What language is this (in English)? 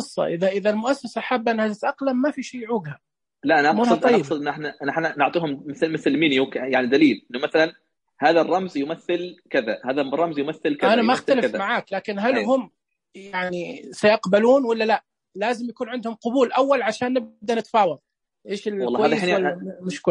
Najdi Arabic